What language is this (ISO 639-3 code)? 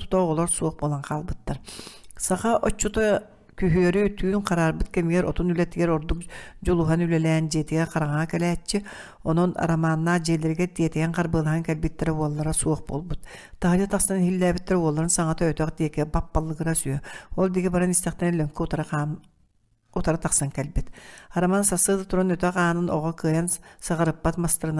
sah